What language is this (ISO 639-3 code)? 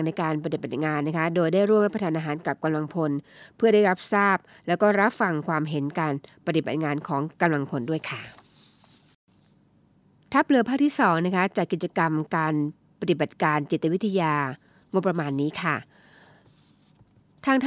tha